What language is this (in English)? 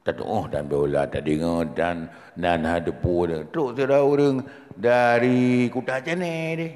Achinese